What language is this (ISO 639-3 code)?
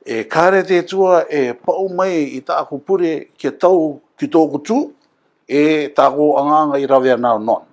rar